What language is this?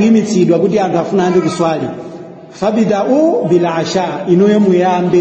Nyanja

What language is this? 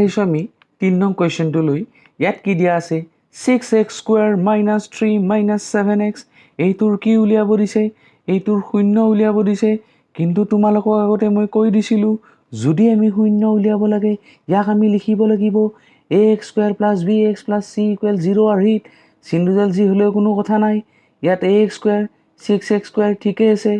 Assamese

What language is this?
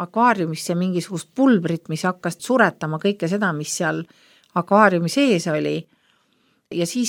Estonian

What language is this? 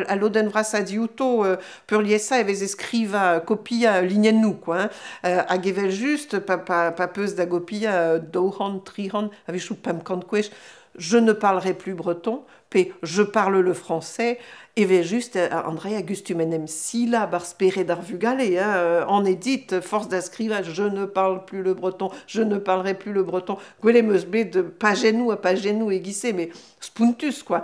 Breton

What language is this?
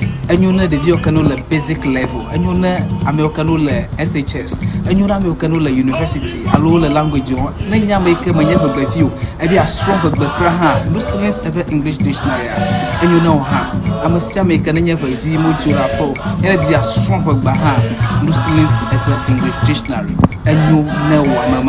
Ewe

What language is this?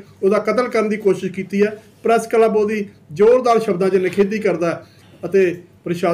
Punjabi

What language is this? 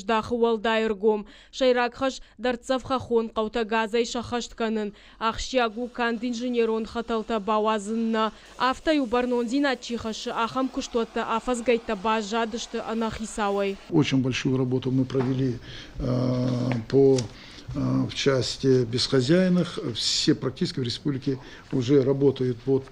Ossetic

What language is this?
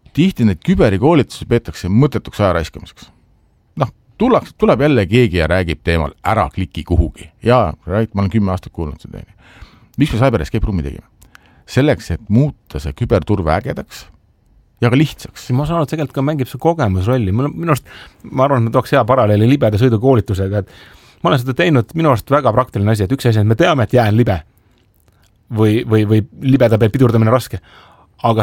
Estonian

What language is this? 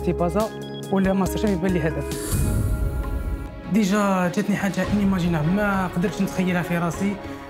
Algerian Arabic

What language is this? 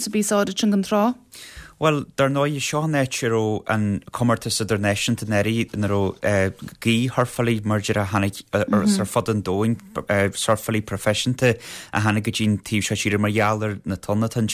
Irish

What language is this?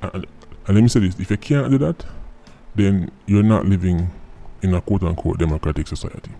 Jamaican Creole English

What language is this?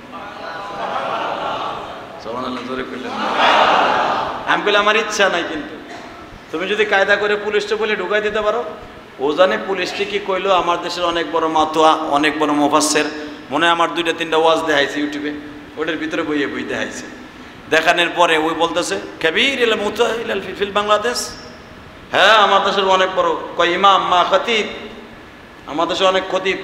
Bangla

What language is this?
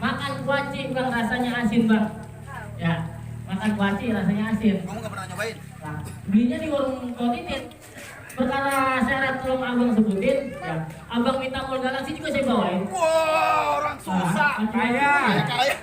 Betawi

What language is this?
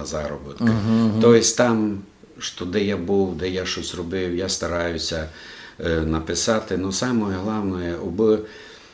Rusyn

